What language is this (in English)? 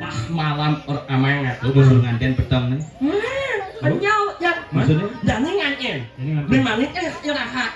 Balinese